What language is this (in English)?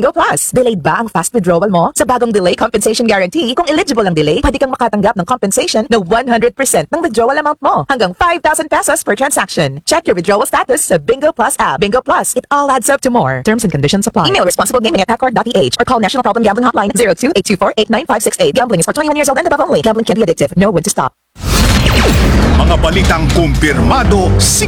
Filipino